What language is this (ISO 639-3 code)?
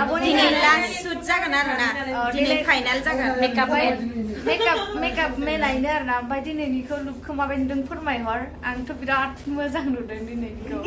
brx